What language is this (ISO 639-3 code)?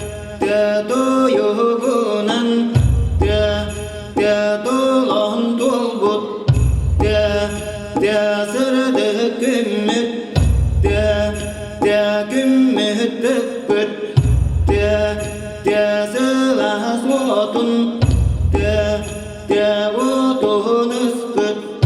sah